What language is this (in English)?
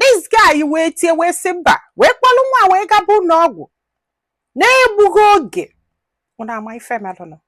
Igbo